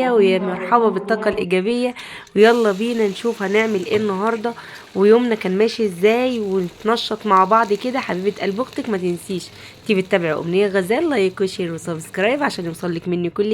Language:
Egyptian Arabic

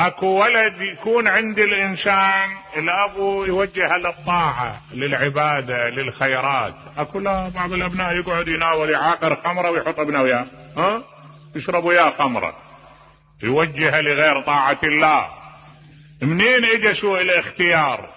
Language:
Mesopotamian Arabic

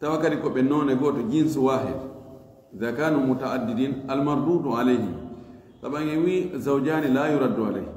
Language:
Fula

